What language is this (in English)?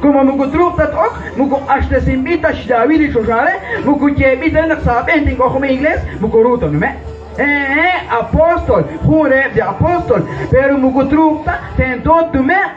Kekchí